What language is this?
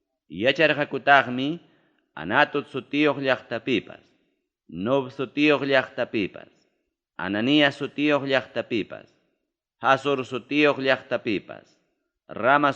Ayacucho Quechua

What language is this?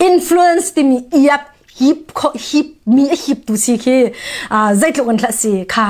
Hakha Chin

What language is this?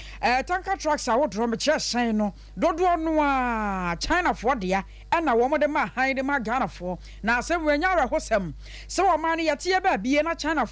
Akan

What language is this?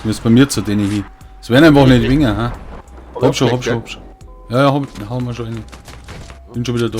Bavarian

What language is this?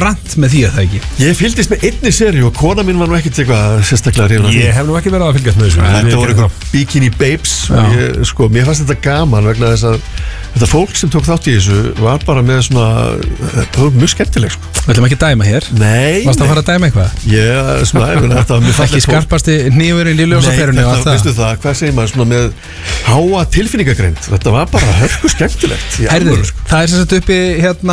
Icelandic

